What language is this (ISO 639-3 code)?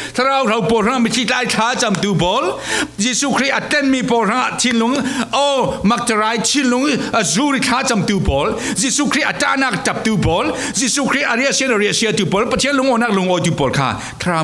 cfm